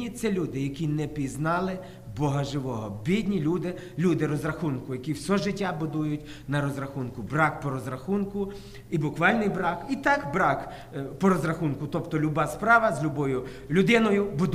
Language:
Ukrainian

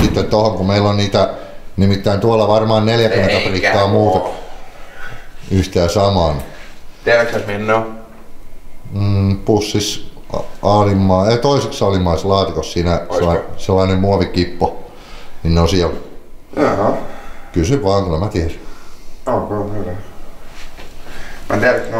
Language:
Finnish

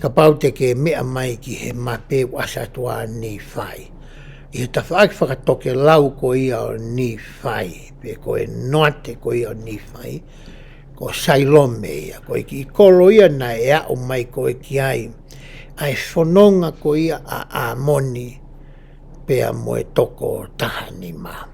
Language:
Tongan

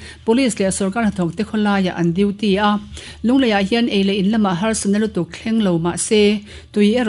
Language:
Mizo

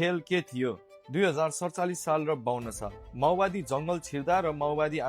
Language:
Nepali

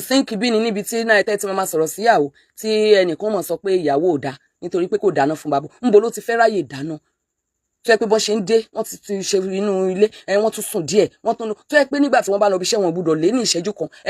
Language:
Yoruba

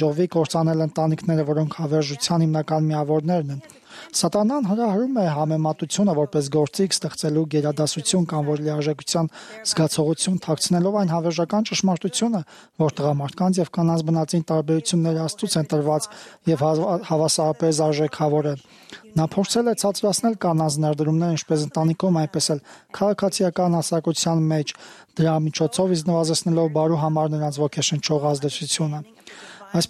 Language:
Armenian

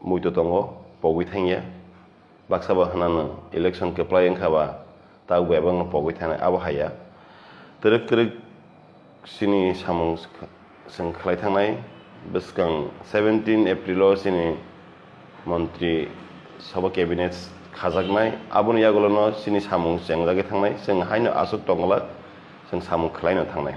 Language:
Kok Borok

